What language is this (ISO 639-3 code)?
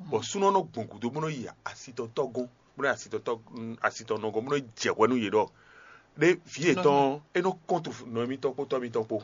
fon